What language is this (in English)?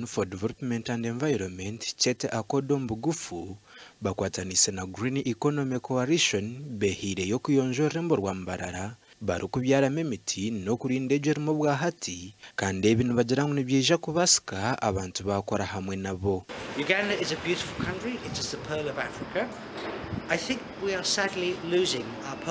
Nyankole